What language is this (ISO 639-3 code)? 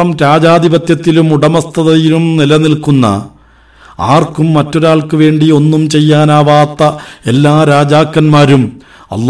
mal